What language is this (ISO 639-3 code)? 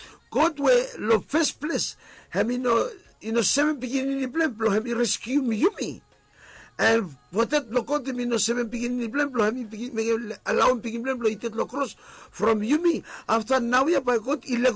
bis